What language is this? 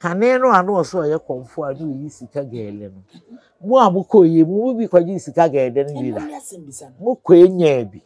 Akan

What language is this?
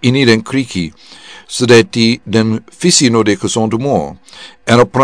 Sranan Tongo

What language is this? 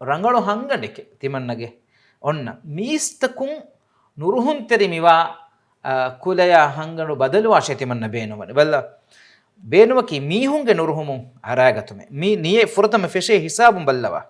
Divehi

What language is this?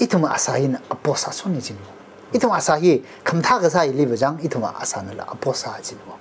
Tangkhul Naga (India)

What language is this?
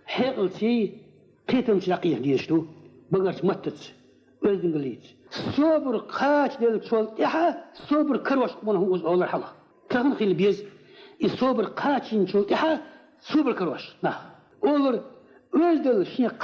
Chechen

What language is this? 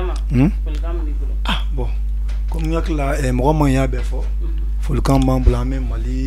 Bambara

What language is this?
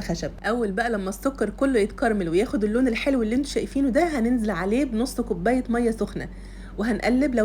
Egyptian Arabic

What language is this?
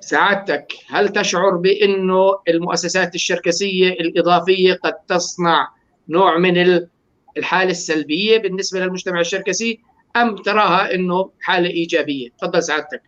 North Levantine Arabic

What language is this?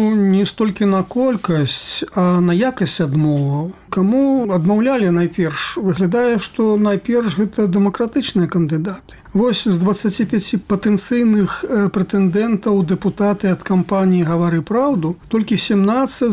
Belarusian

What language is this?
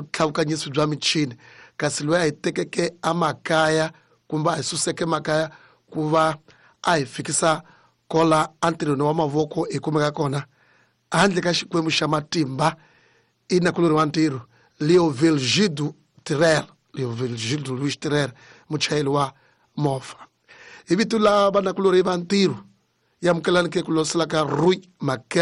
Tsonga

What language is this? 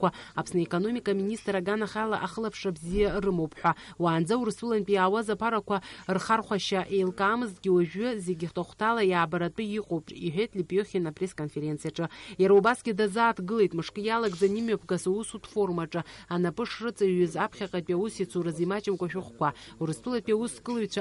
Abkhazian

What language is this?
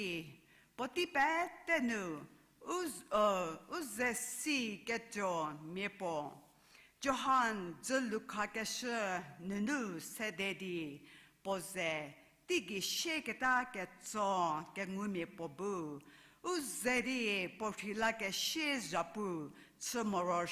Angami Naga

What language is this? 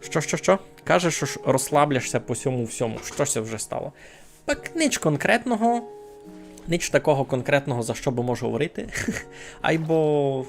Rusyn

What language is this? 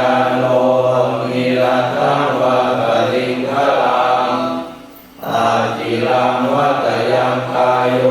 Pali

